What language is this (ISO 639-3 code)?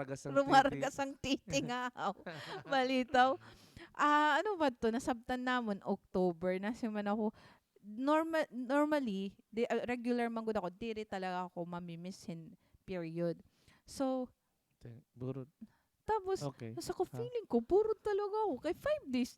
war